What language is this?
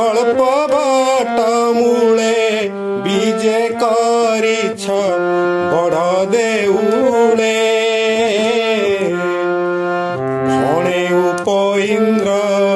Odia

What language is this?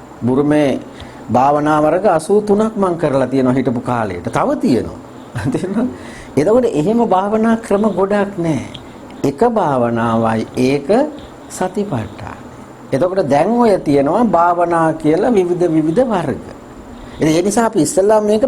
Sinhala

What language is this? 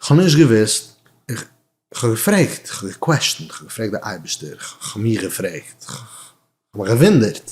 Yiddish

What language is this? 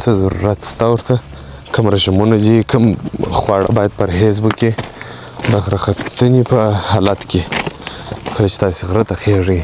Pashto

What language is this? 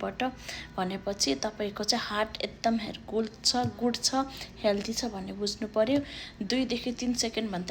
Nepali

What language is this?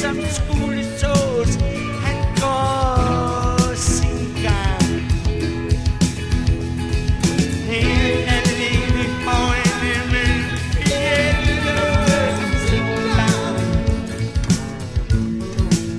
Danish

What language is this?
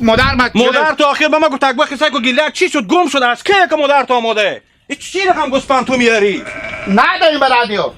Hazaragi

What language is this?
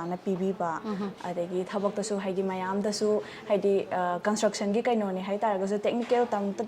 Manipuri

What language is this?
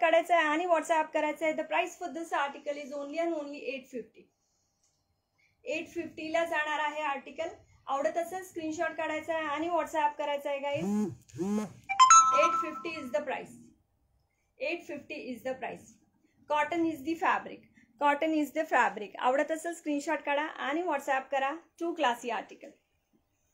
Marathi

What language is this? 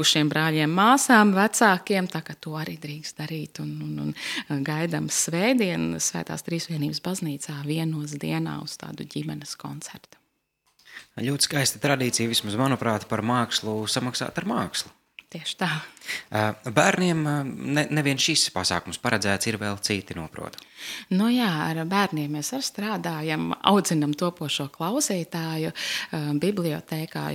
Latvian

